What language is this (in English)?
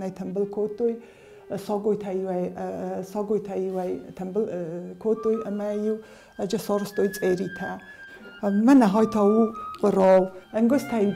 Ossetic